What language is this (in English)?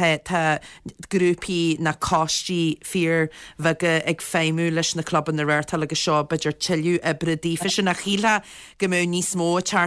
Irish